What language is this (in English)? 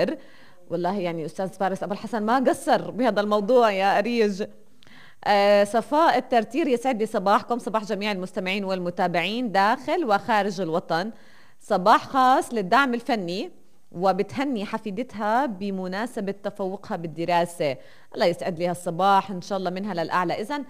North Levantine Arabic